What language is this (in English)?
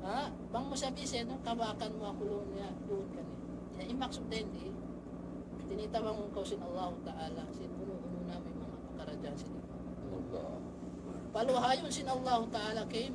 Tausug